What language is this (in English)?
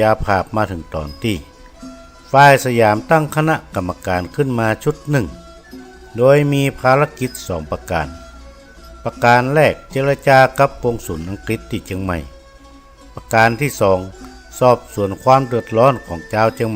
Northern Thai